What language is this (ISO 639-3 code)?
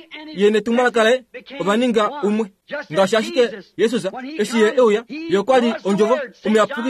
kua